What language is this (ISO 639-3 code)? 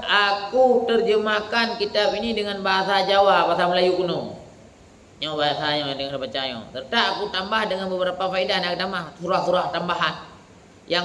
ace